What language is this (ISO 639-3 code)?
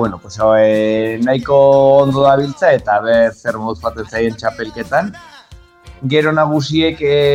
eus